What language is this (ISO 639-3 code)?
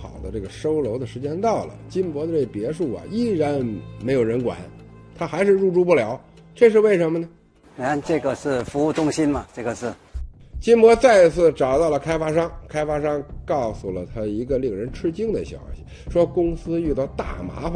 zho